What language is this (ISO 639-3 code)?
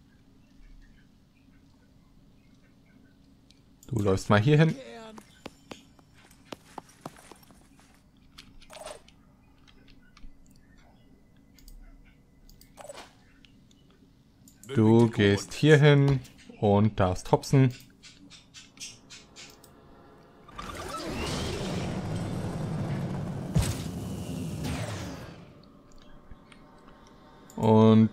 deu